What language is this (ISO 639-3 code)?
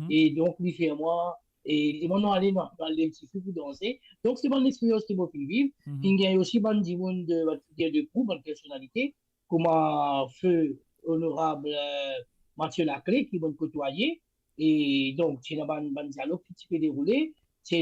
mfe